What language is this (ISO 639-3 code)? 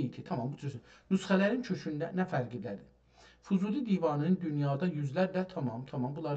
azb